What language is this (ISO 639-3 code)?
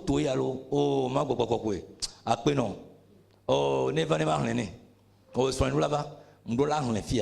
ewe